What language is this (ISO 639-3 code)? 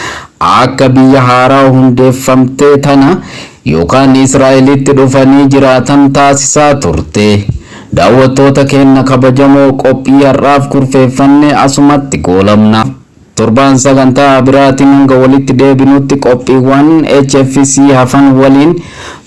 orm